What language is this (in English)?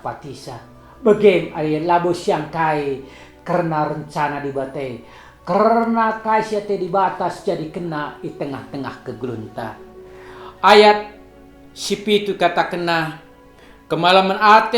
Batak Karo